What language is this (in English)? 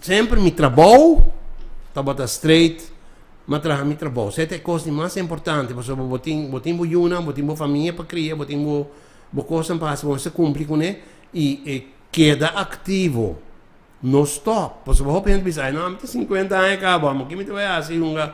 Papiamento